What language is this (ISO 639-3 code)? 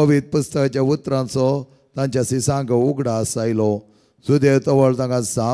kok